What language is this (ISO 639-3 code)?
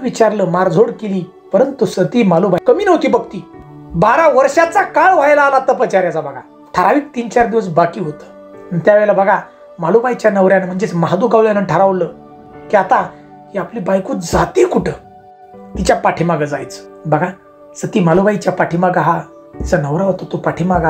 mar